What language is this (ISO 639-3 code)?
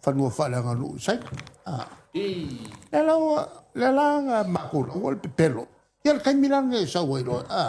smo